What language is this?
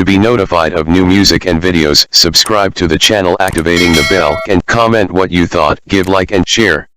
Saraiki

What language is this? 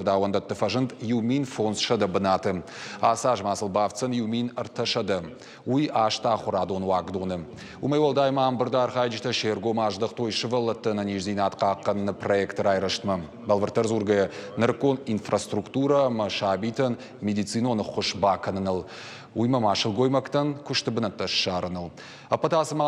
Ossetic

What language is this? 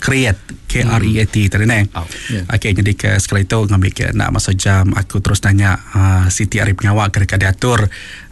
Iban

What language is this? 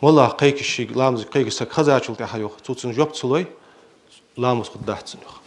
Ingush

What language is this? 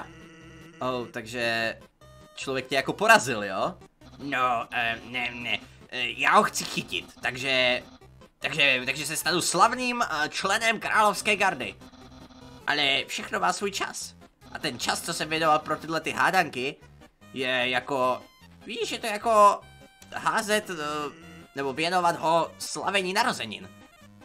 Czech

